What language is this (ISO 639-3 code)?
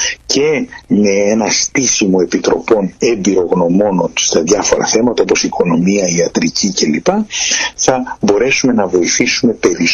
ell